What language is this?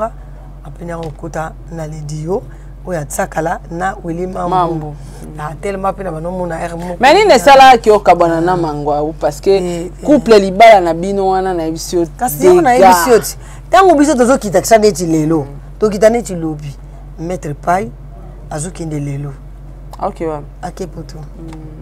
Lingala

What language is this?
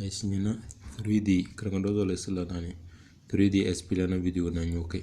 Tem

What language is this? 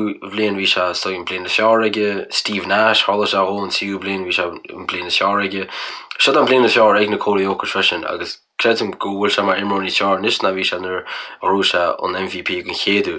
Irish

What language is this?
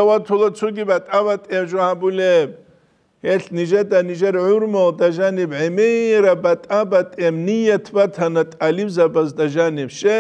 Avaric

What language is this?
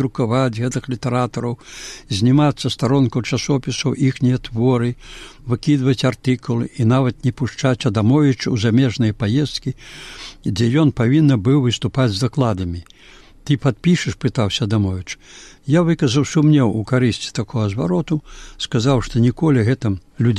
Belarusian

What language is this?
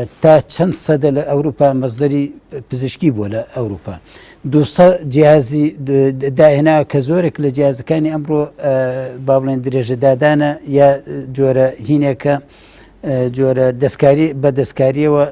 Central Kurdish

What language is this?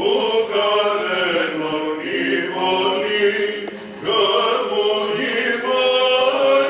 Greek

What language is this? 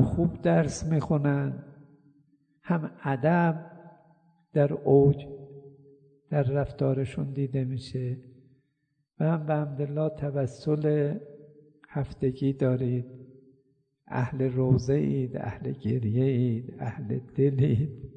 Persian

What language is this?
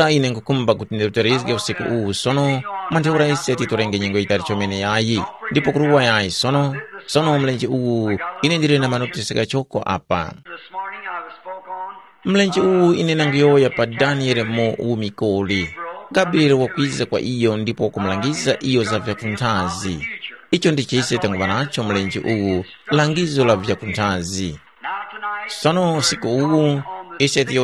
Tumbuka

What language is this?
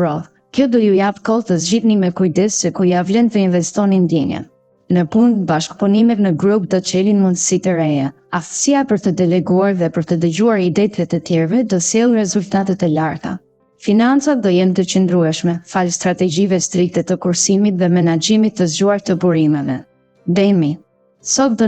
Albanian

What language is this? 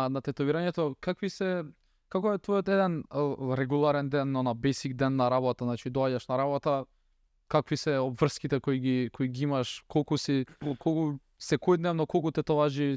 Macedonian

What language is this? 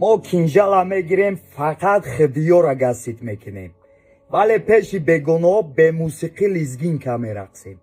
Tajik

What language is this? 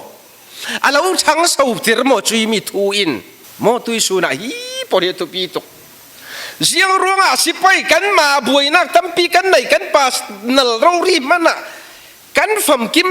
Falam Chin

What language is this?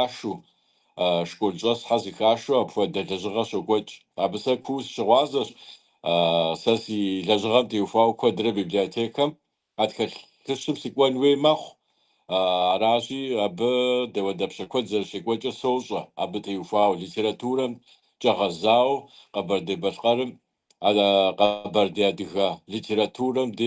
Kabardian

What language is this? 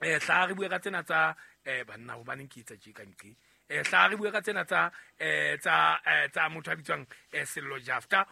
Southern Sotho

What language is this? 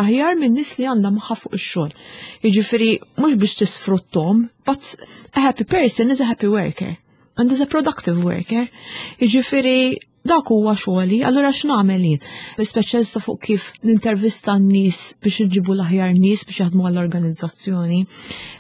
Maltese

